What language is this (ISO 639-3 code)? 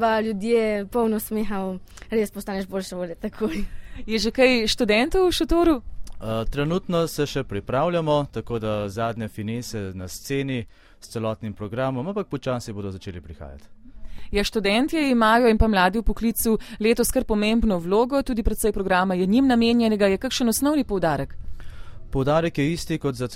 slv